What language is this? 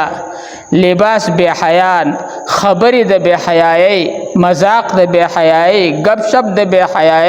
Pashto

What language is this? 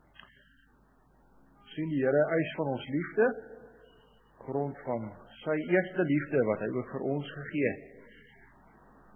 Afrikaans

